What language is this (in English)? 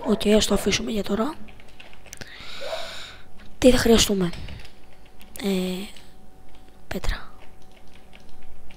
Greek